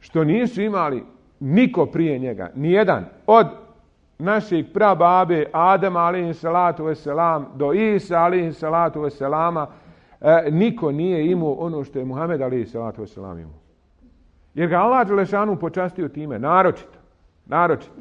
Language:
Bosnian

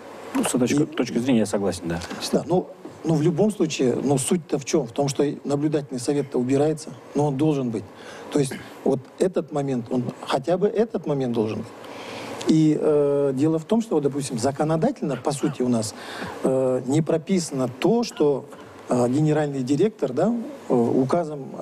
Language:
Russian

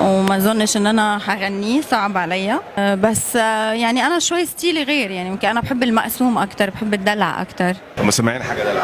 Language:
Egyptian Arabic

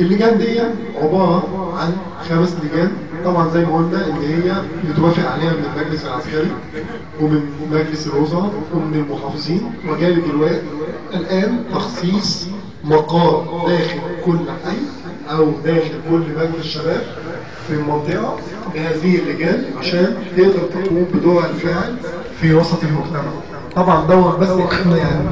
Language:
Egyptian Arabic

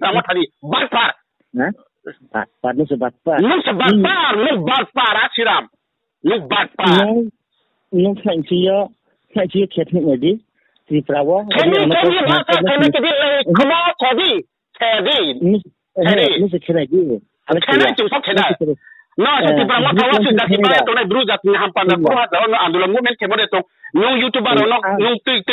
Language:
Riang (India)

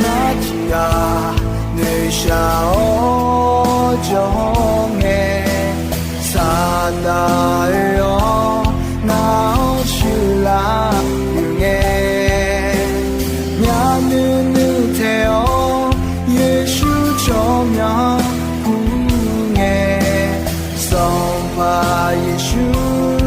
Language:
Akha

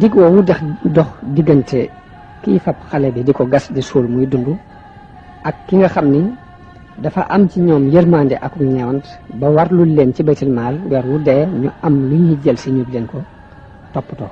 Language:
Wolof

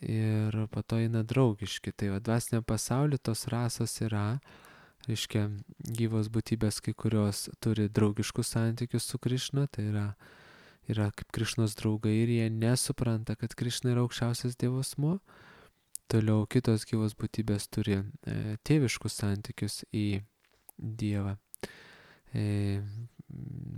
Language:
Lithuanian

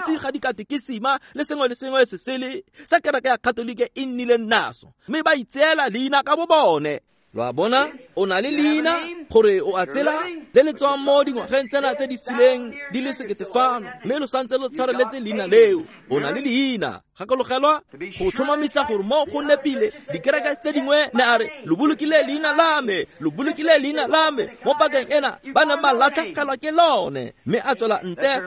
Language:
Tswana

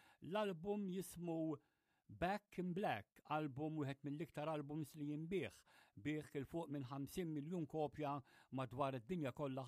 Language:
Maltese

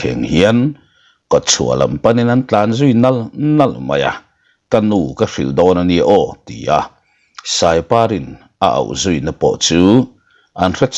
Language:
Mizo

